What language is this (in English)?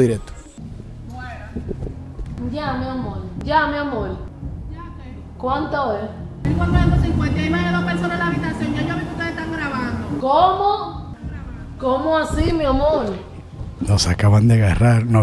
Spanish